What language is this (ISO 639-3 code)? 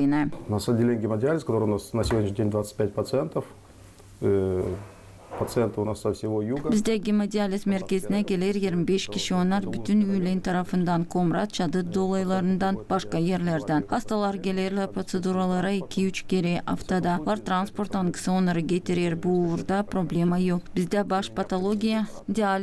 gag